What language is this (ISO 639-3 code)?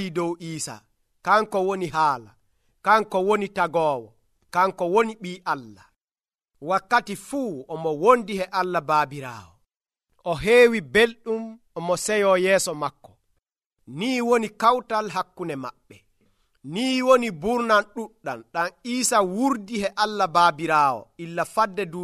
fuv